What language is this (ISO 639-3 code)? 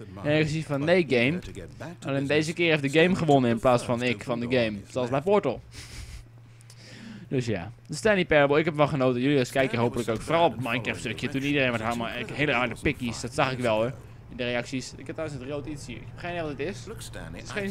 nld